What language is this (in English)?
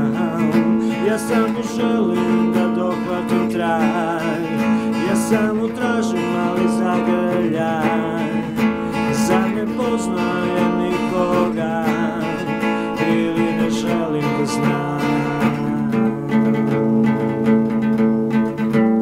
Serbian